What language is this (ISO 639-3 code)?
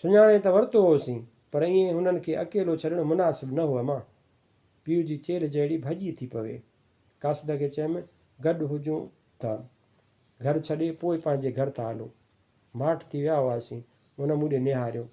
snd